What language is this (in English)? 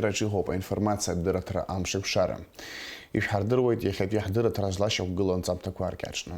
Abkhazian